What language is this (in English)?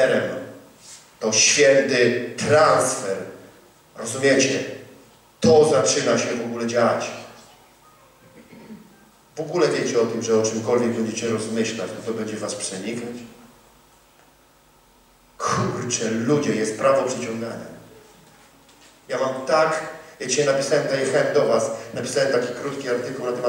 Polish